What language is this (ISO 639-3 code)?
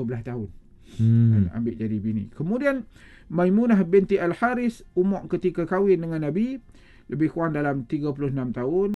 msa